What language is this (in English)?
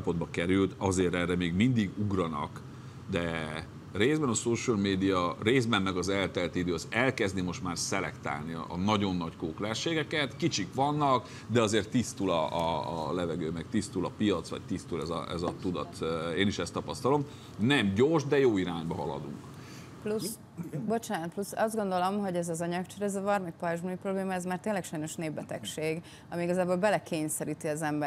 Hungarian